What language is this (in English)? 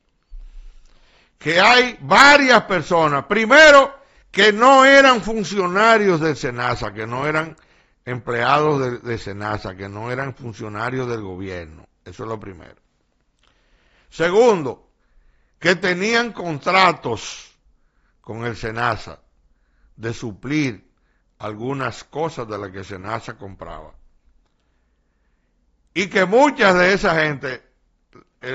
Spanish